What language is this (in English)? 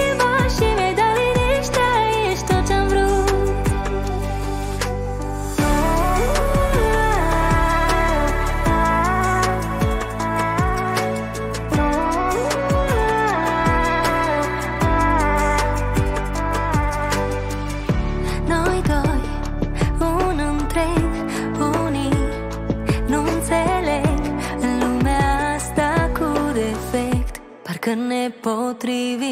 Romanian